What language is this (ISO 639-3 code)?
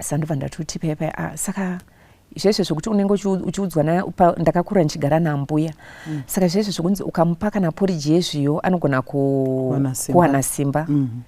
sna